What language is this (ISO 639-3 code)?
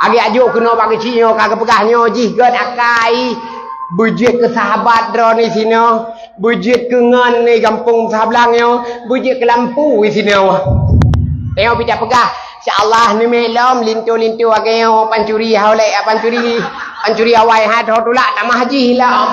ace